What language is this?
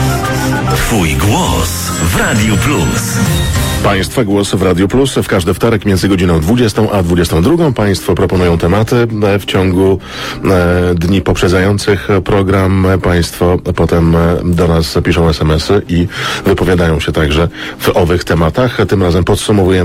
Polish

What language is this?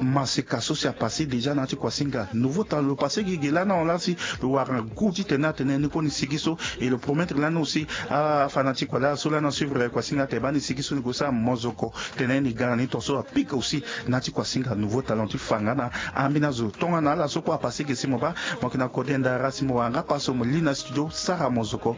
Sango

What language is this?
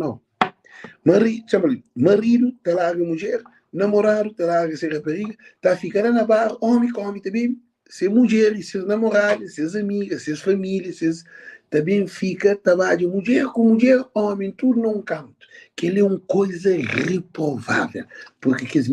Kabuverdianu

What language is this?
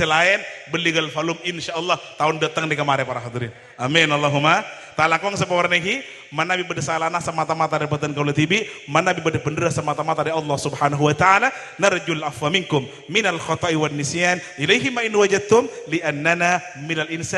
Madurese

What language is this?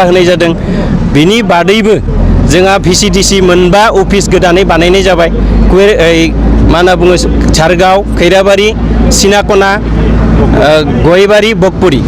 Bodo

